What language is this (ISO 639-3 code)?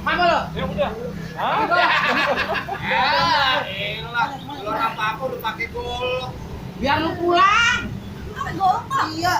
bew